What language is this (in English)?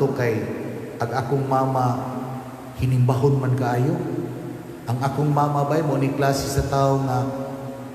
Cebuano